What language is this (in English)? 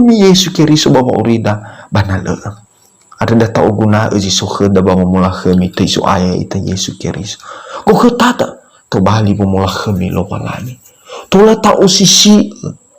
Nias